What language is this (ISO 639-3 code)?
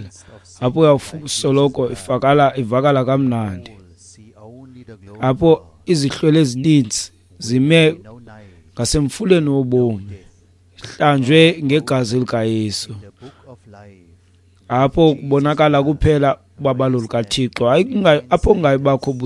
xho